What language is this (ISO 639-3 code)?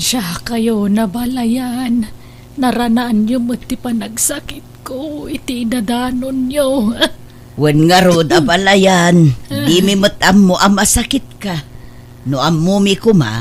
ilo